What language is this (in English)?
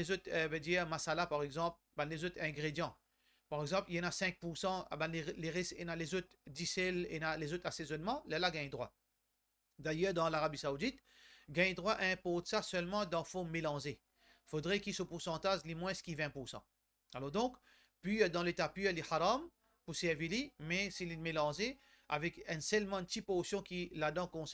Morisyen